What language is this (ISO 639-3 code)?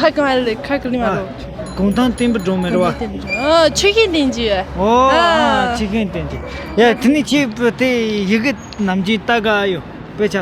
bod